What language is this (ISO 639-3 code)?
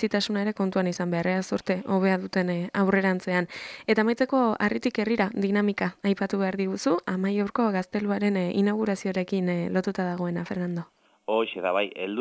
eus